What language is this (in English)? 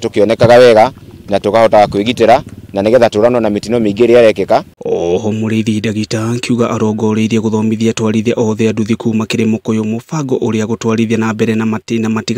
Kikuyu